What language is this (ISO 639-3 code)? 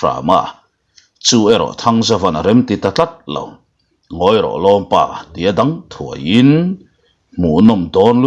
lus